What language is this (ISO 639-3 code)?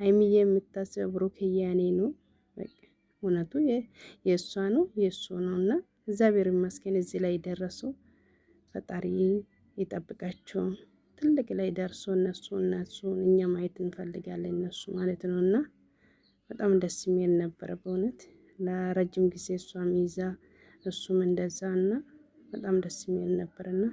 amh